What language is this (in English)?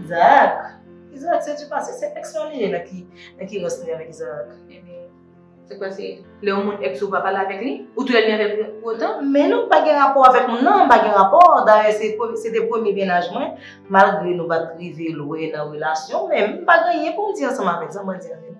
Haitian Creole